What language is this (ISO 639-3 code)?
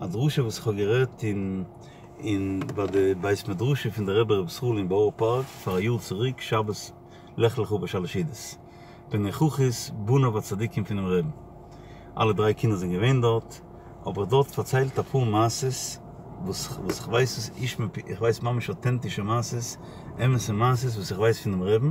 yid